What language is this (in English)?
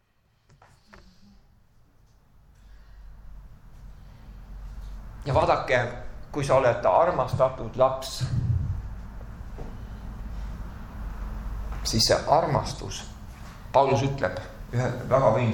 Estonian